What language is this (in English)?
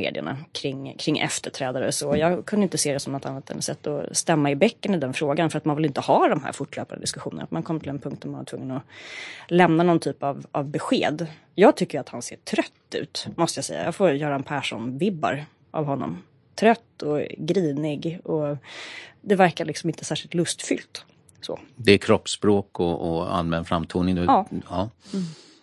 Swedish